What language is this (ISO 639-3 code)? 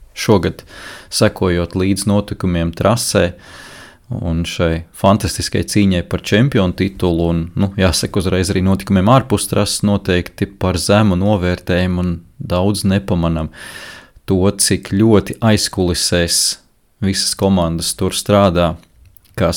lav